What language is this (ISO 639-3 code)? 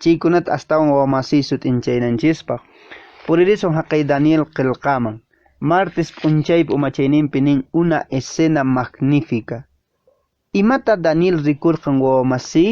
que